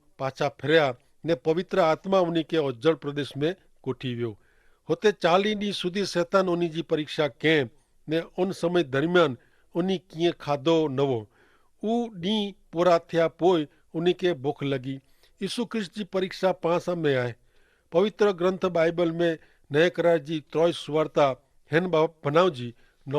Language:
Kachhi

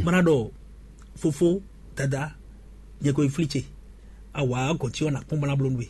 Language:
Fon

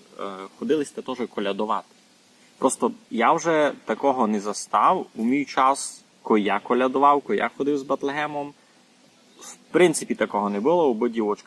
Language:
Rusyn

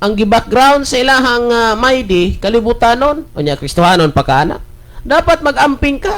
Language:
Cebuano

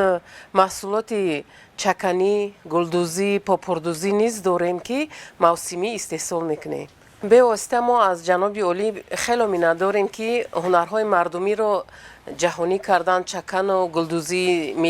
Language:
Tajik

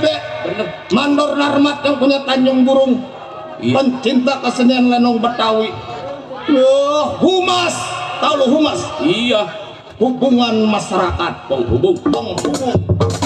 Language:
Betawi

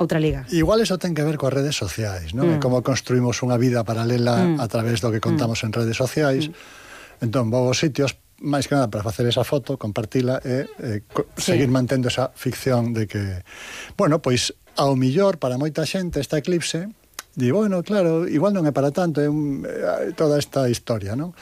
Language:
Galician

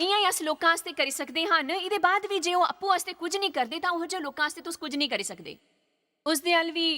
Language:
Dogri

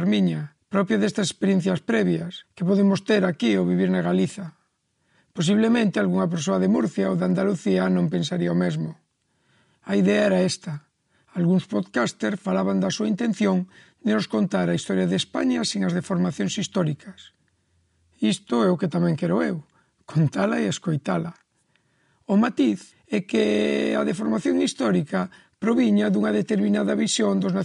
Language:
Galician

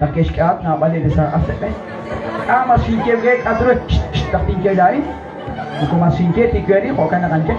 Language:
Kekchí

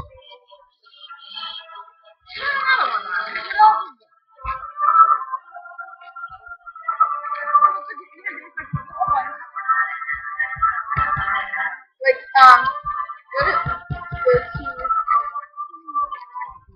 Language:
English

